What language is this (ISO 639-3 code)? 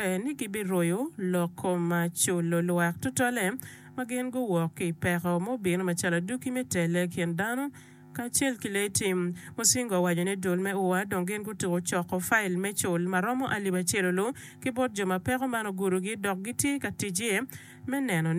ach